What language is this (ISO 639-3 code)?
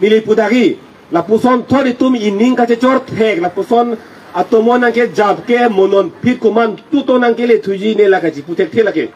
mjw